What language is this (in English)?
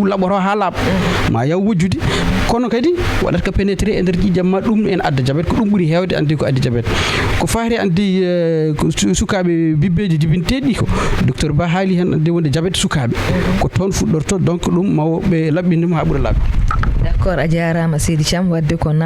Fula